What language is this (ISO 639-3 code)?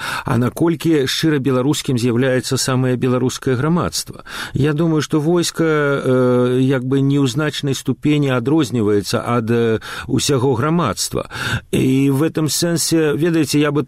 bel